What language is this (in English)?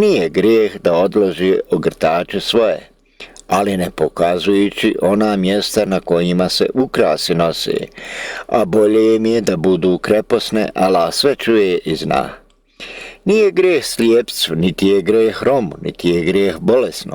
Bosnian